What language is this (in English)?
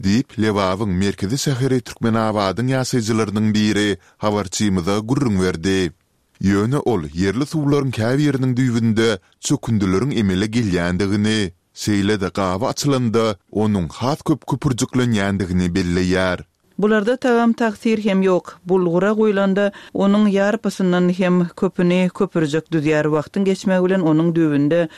Turkmen